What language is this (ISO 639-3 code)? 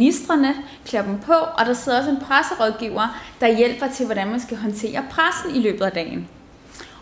dan